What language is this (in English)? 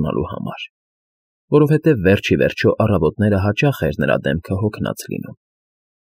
Armenian